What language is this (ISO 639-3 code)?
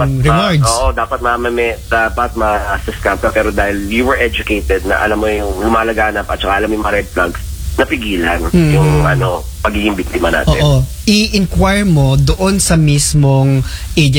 fil